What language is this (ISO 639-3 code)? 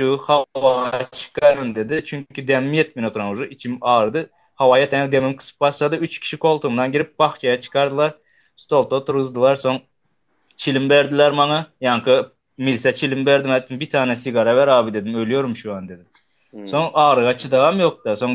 tuk